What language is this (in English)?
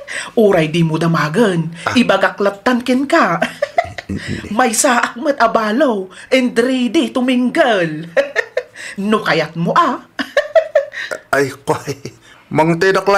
Iloko